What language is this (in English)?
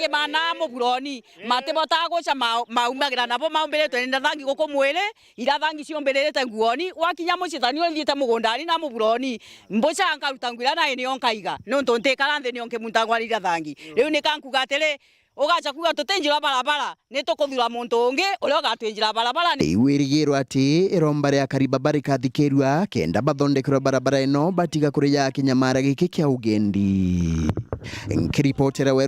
Meru